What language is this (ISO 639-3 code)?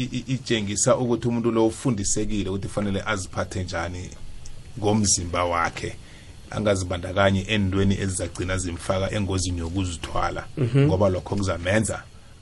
nbl